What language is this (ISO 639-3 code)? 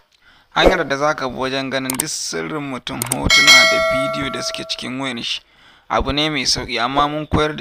hau